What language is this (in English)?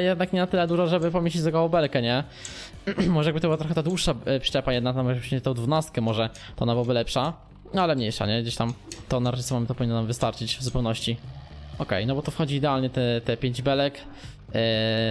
Polish